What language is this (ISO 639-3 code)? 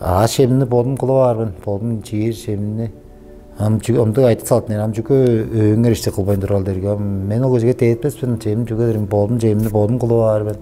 tyv